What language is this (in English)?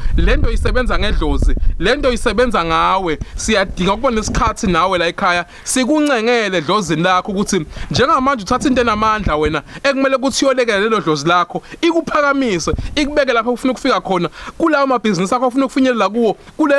Zulu